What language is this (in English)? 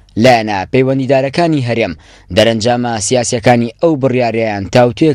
Central Kurdish